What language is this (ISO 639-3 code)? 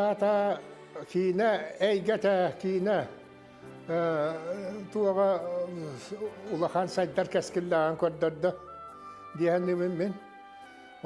sah